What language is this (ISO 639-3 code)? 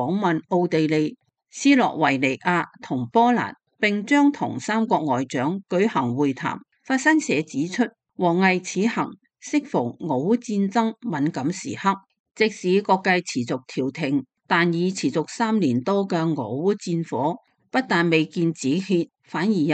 yue